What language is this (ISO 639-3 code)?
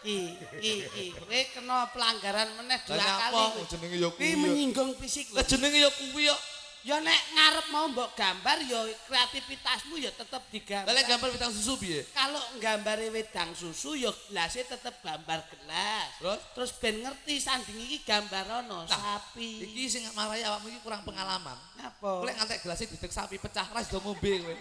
jav